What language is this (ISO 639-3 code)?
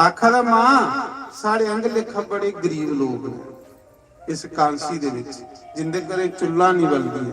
doi